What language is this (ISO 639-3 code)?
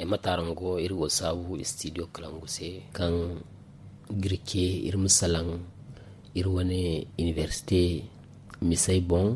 dje